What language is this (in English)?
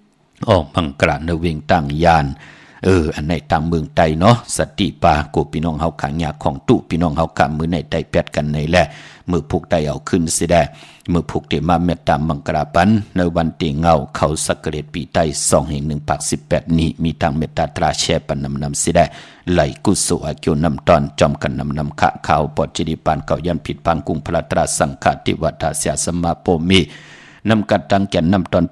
Shan